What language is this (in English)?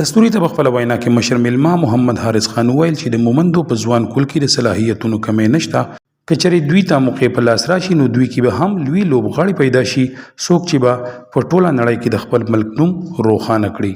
Pashto